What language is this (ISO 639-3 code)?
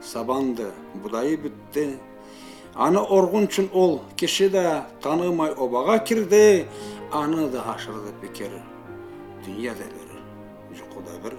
krc